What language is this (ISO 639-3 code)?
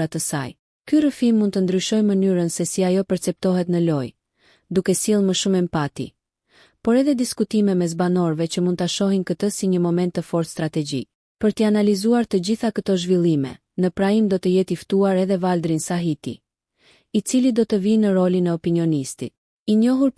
sqi